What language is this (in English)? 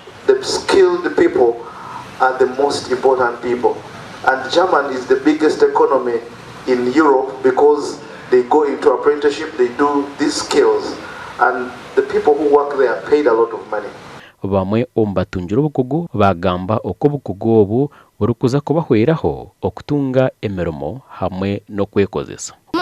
Nyankole